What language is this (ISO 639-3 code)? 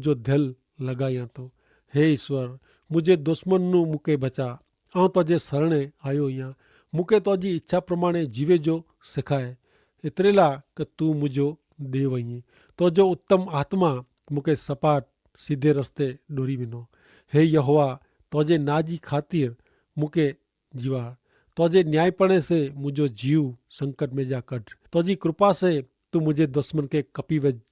kfr